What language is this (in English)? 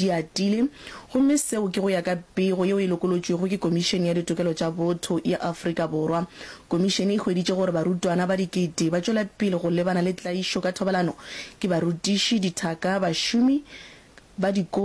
Northern Sotho